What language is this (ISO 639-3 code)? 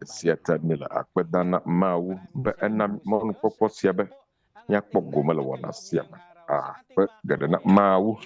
ewe